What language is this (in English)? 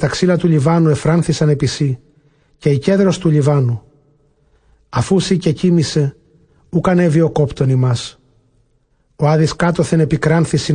Ancient Greek